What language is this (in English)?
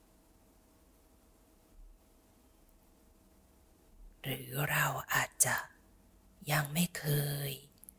Thai